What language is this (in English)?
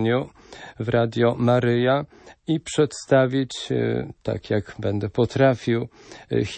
Polish